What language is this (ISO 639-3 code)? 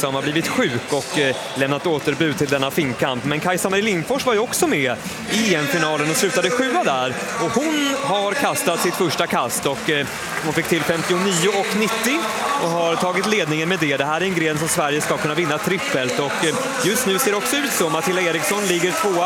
swe